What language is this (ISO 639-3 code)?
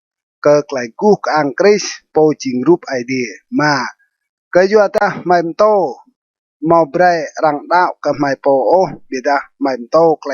rad